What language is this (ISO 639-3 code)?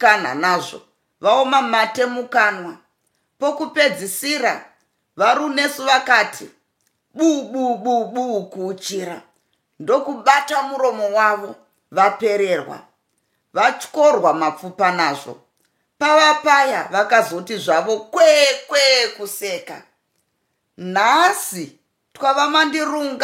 sna